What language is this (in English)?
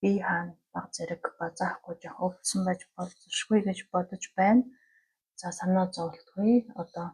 Mongolian